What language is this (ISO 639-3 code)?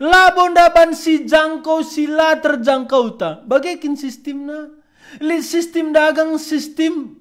btx